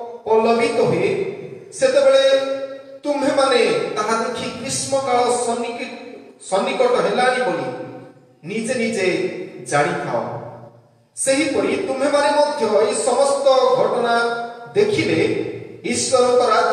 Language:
Odia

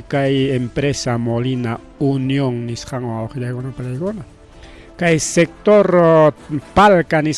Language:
Ayacucho Quechua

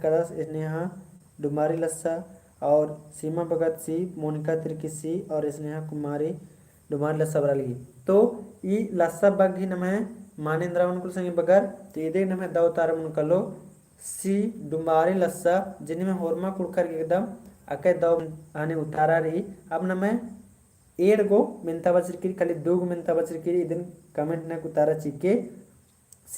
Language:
Kurukh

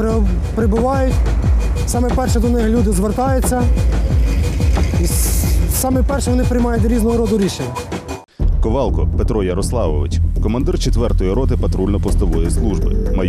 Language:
Ukrainian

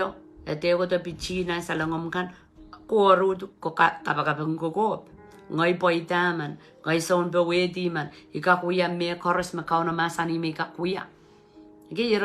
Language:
Pohnpeian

